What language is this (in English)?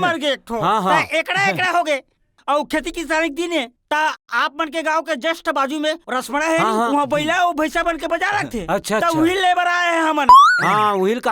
Chhattisgarhi